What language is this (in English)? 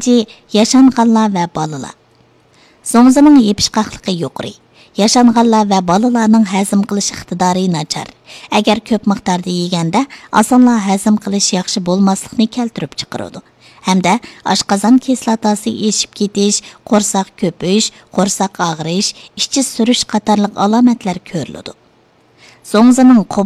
Uyghur